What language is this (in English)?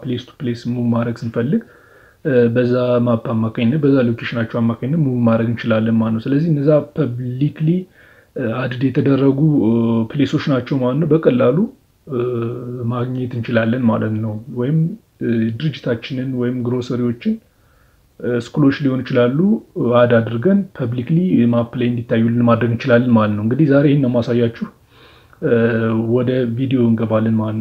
Amharic